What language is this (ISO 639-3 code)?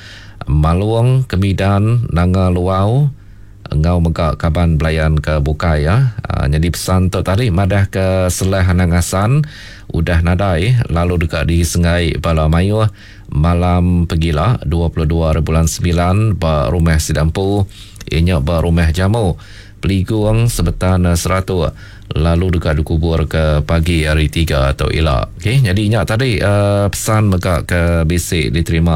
iba